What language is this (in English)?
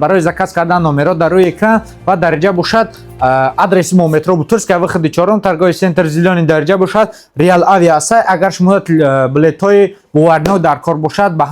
Tajik